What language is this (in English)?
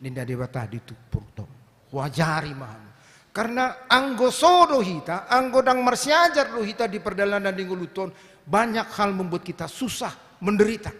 Batak Toba